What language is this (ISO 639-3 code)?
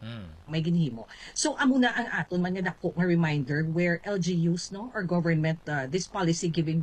hil